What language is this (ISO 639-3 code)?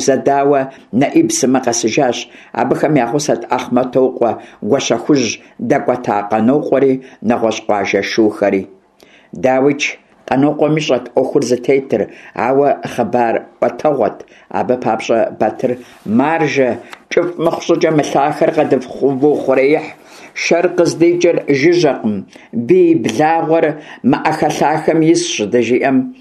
kbd